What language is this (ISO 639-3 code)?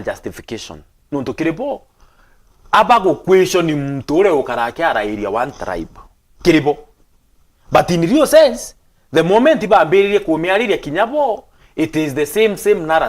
mer